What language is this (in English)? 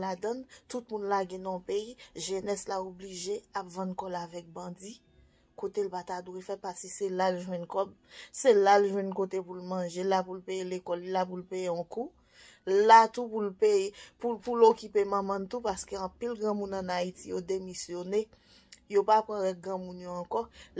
Haitian Creole